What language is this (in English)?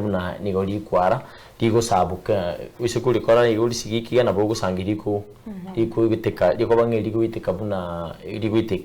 Gusii